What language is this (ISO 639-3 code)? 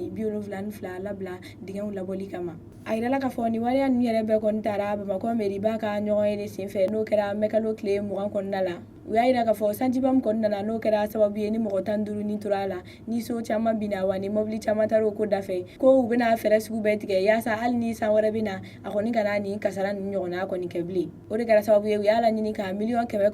bam